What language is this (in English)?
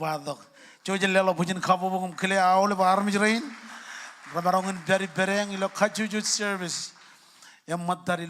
Marshallese